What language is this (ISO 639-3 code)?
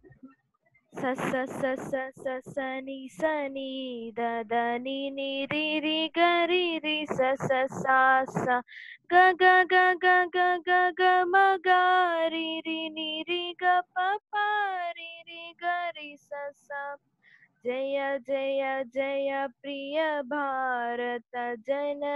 tel